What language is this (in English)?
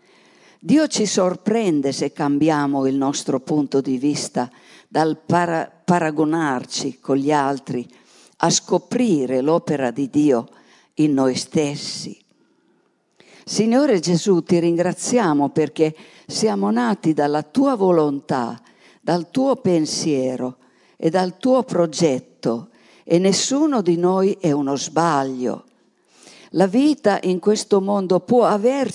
Italian